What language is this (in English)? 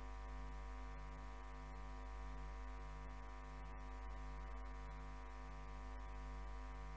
Hindi